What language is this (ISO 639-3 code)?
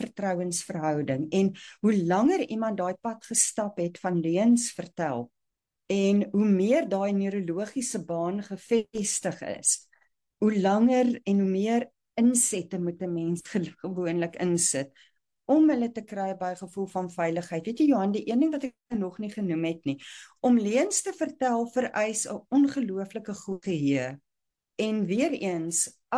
afr